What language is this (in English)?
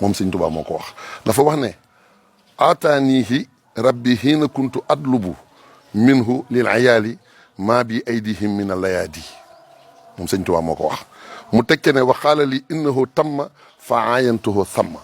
Wolof